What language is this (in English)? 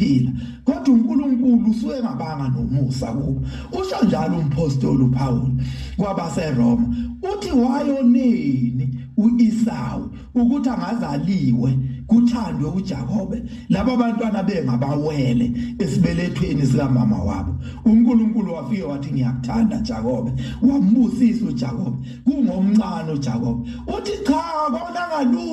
Zulu